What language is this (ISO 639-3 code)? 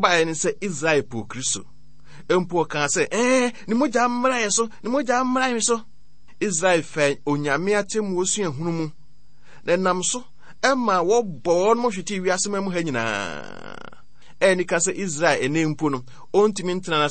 aka